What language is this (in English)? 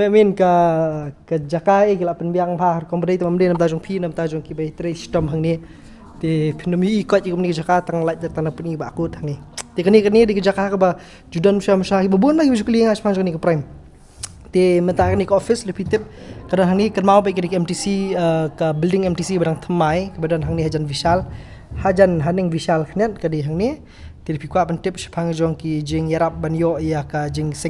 Khasi